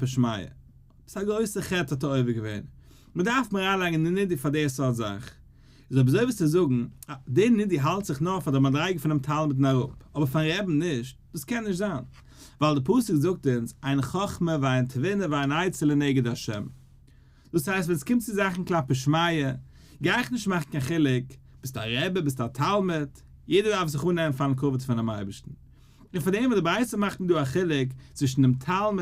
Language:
Yiddish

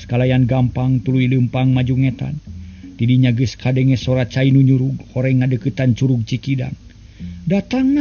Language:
Sundanese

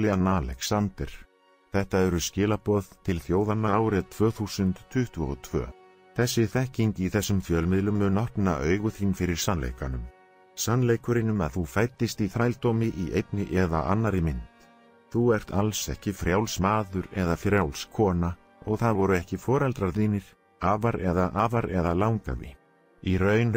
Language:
Icelandic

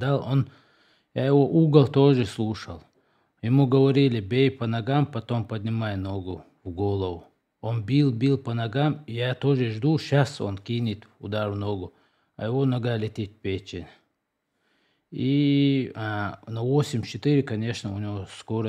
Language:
Russian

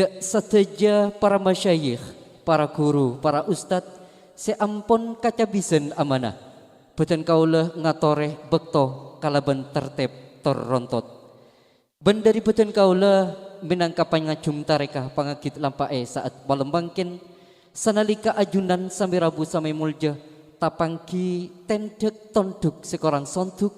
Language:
Madurese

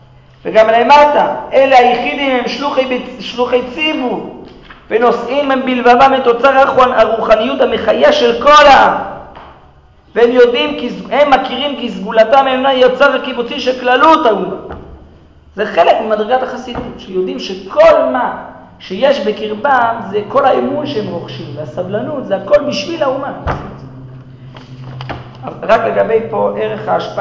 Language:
Hebrew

